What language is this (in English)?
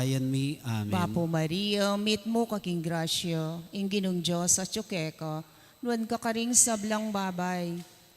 Pampanga